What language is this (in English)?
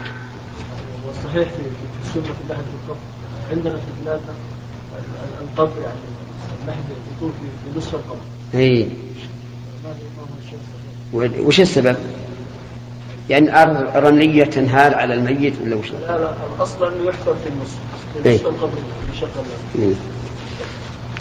Arabic